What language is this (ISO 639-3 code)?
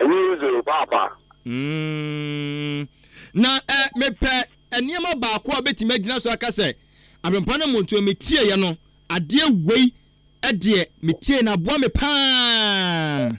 aka